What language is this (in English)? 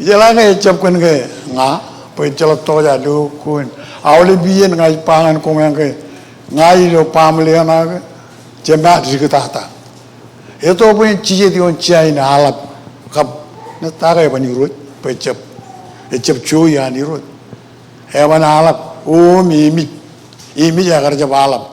Marshallese